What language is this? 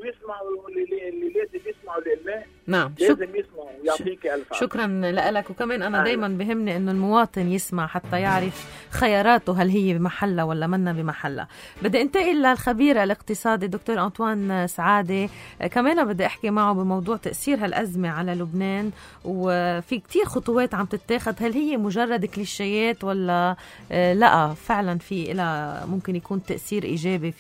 North Levantine Arabic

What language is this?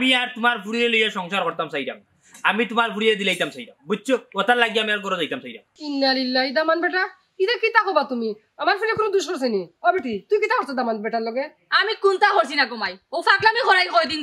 Sylheti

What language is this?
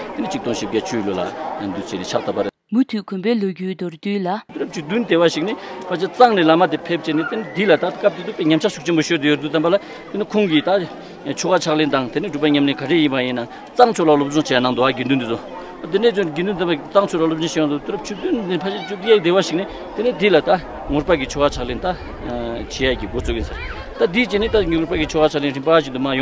Tibetan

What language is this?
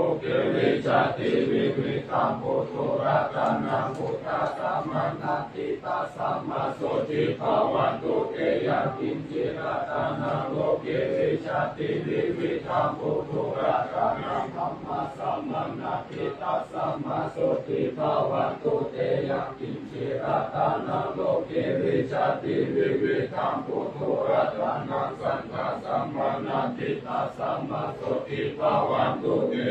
Pali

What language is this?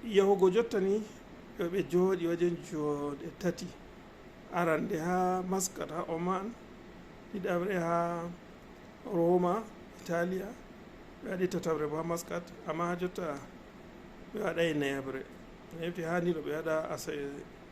Fula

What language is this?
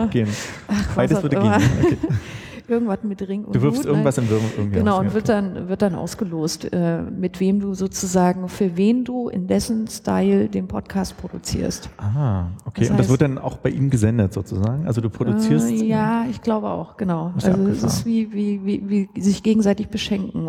German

